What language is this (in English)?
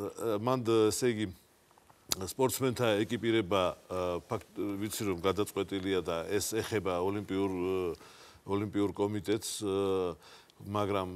Georgian